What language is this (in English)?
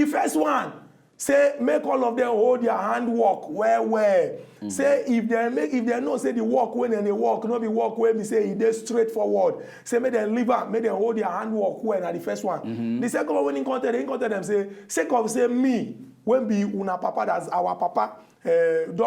Nigerian Pidgin